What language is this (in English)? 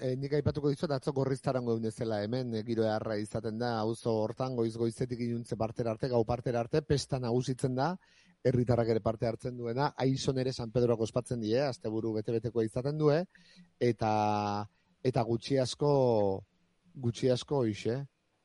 Basque